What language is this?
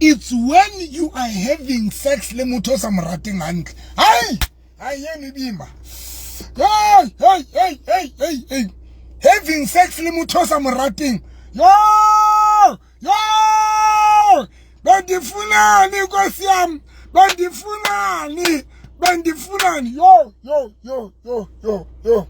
Southern Sotho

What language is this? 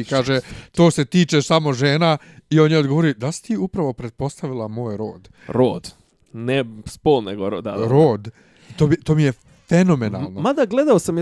Bosnian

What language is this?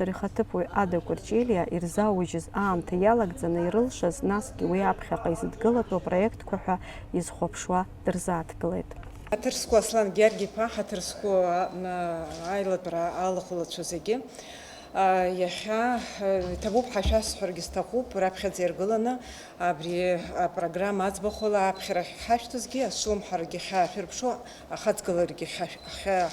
Abkhazian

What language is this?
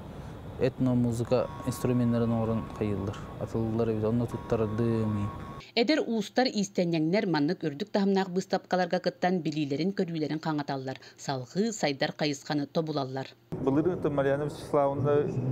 Yakut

